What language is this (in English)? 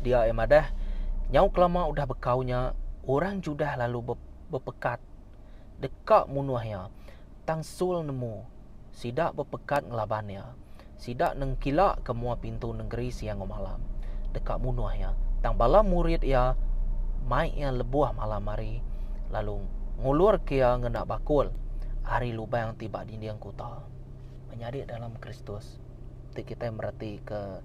Iban